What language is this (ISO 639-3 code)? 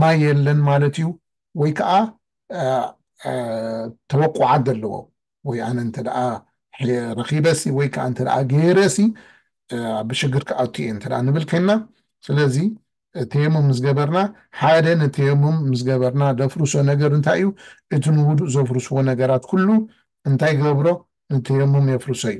tir